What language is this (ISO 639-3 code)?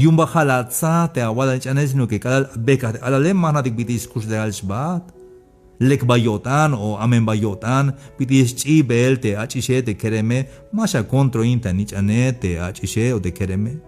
tzh